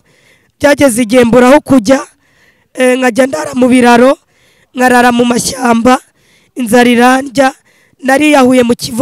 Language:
Kinyarwanda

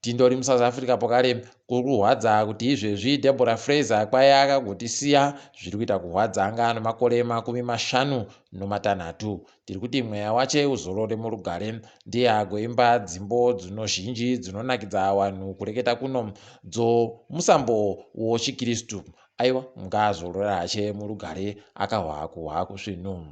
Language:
Ndau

